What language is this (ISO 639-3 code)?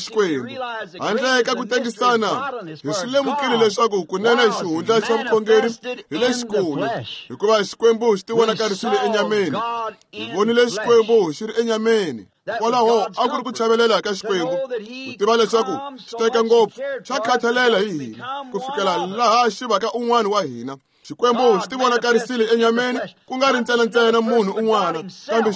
tso